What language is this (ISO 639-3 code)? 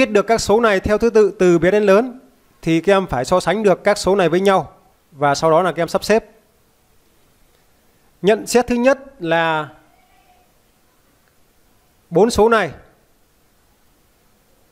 vie